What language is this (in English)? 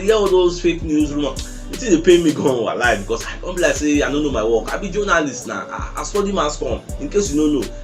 Nigerian Pidgin